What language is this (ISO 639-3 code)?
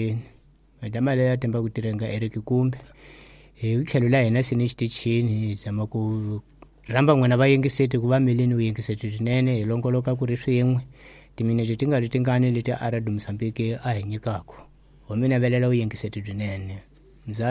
tso